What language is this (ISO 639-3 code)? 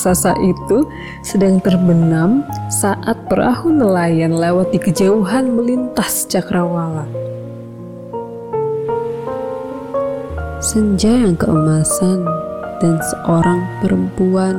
ind